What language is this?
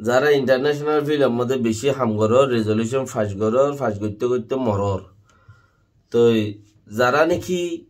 Rohingya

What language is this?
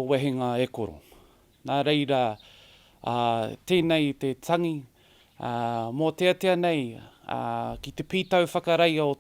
Māori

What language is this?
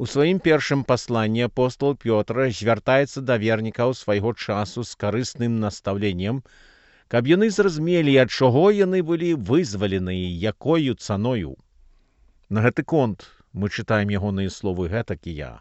Belarusian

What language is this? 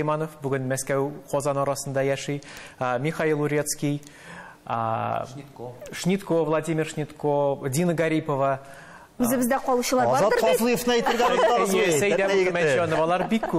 Tatar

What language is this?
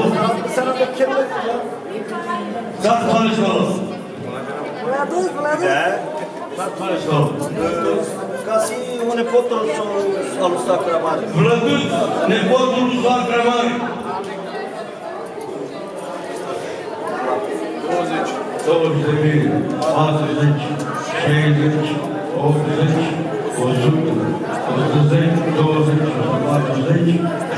Romanian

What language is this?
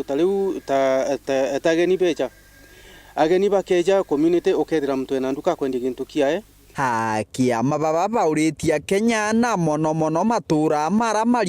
Meru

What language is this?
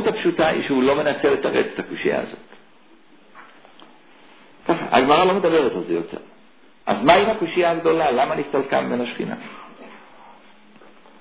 Hebrew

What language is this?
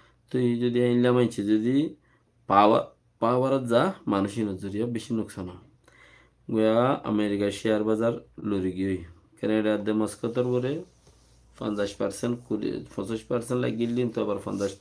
Rohingya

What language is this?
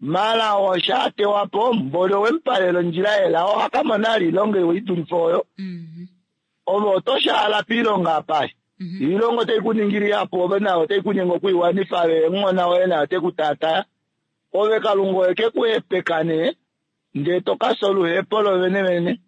Kuanyama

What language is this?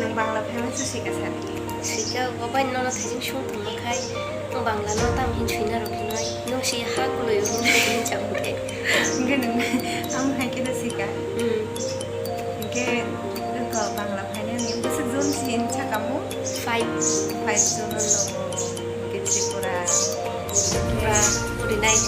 Kok Borok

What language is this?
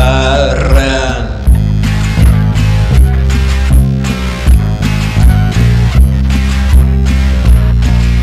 Swedish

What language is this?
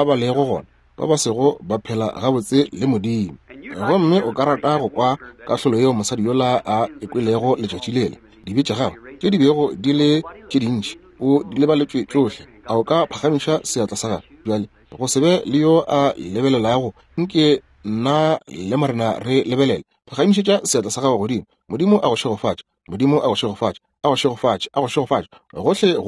Northern Sotho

